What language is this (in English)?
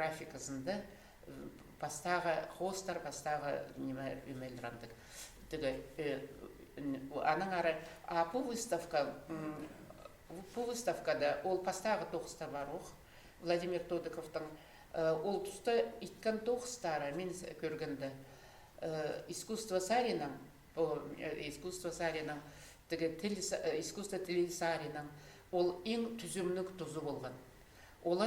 Khakas